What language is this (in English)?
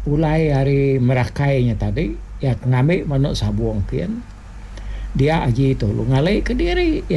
Iban